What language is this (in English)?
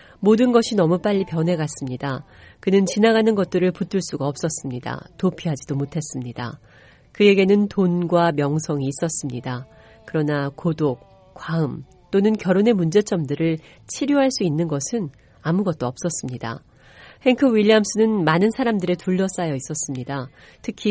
Korean